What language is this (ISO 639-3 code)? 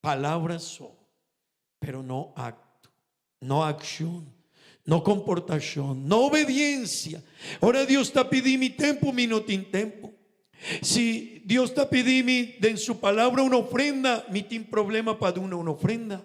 pap